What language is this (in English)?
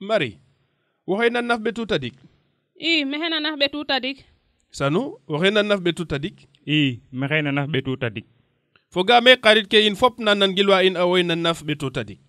Serer